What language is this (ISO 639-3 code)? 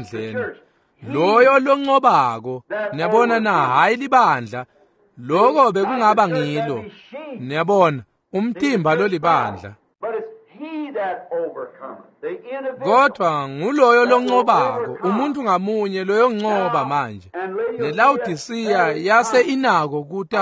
ssw